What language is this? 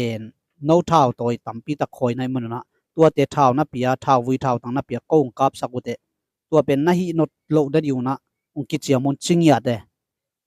Tedim Chin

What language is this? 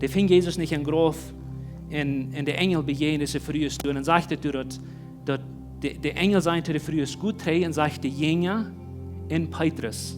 Plautdietsch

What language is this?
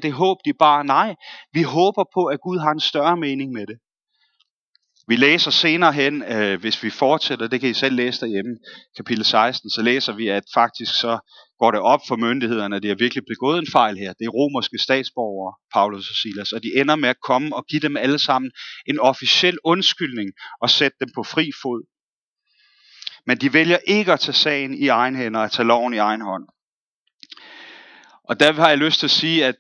Danish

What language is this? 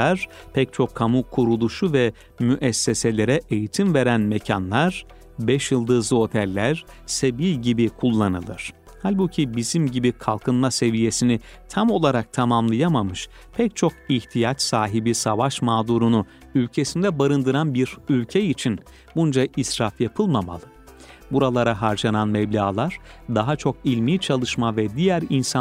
Turkish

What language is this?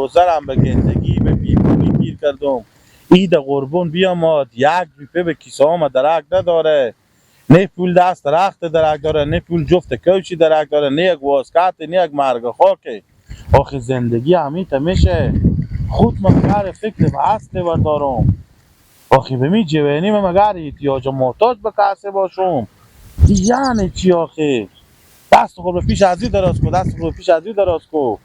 Persian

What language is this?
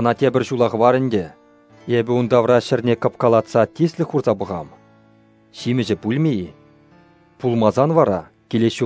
Chuvash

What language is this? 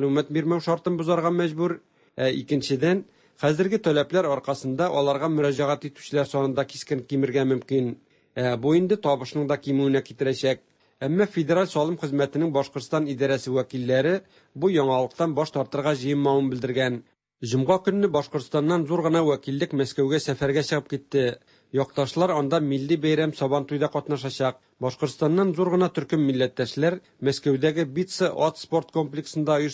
Tatar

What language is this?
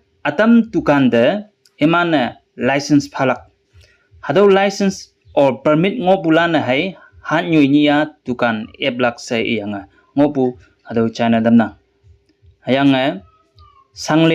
Konyak Naga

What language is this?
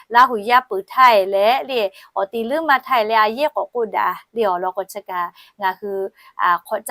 Lahu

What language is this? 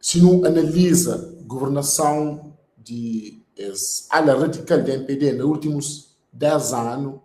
Kabuverdianu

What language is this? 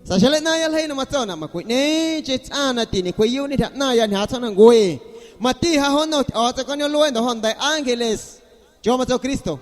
Guerrero Amuzgo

